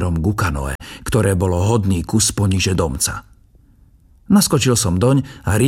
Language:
Slovak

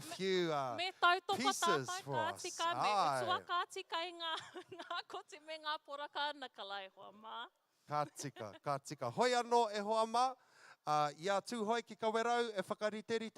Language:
Māori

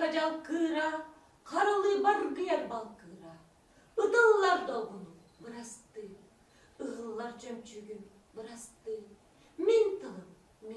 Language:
Yakut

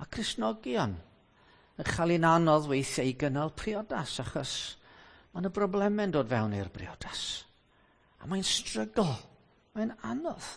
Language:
Welsh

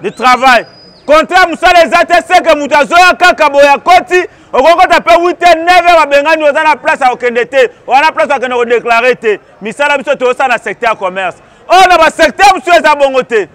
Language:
Lingala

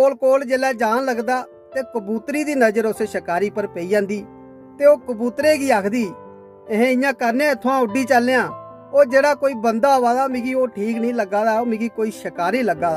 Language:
Dogri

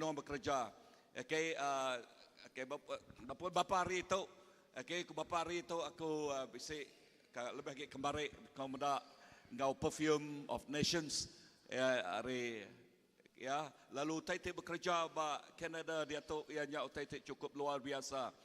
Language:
Iban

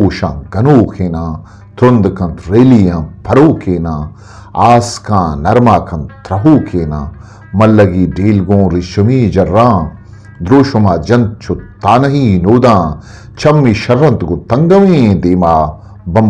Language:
Eastern Balochi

